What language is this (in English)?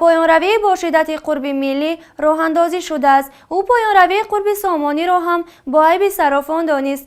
Tajik